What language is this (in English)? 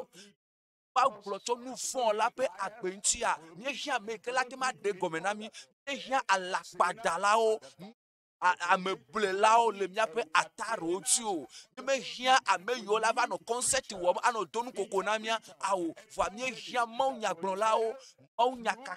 Ewe